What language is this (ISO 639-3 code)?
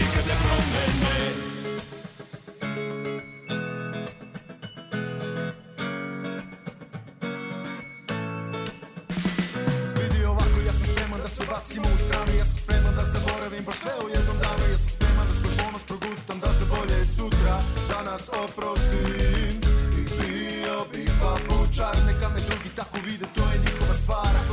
srp